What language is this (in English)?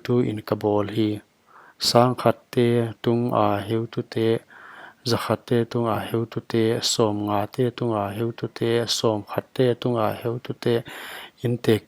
Paite Chin